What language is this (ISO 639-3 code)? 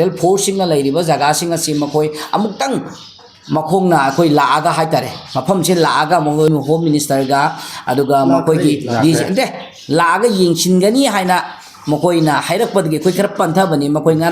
mni